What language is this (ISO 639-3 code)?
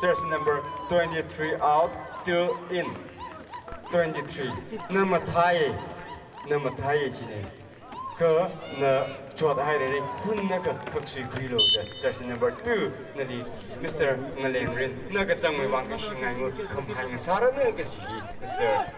nmf